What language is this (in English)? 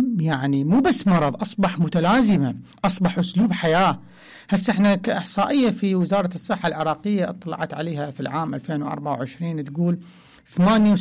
Mesopotamian Arabic